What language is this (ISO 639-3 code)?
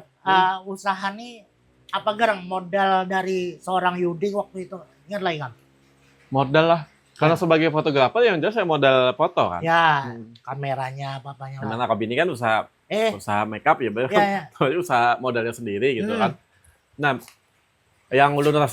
bjn